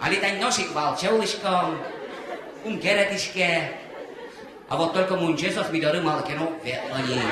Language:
Udmurt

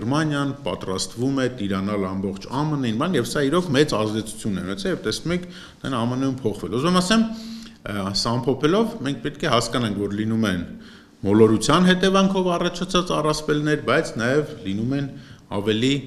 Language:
Armenian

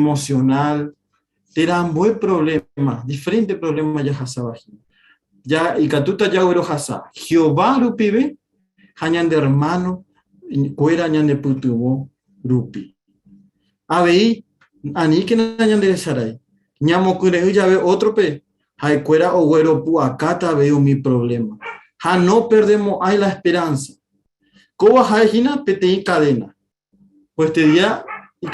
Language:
Guarani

